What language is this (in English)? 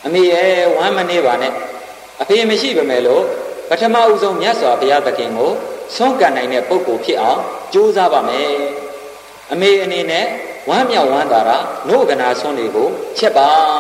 Burmese